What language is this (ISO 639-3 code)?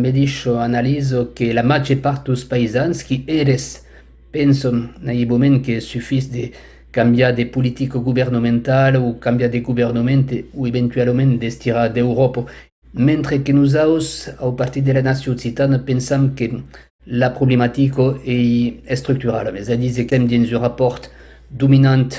oci